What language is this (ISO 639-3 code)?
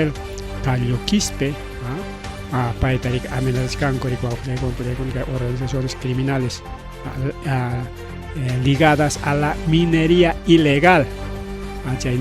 quy